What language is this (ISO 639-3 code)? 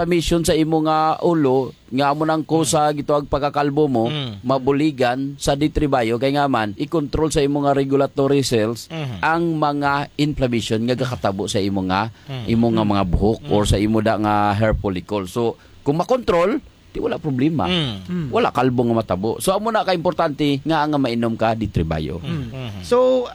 hil